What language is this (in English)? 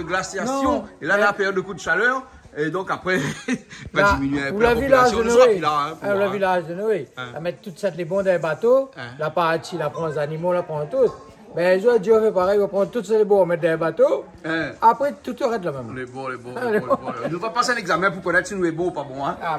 Réunion Creole French